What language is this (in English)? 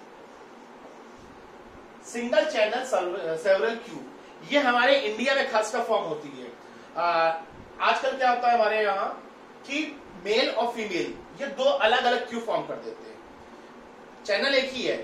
Hindi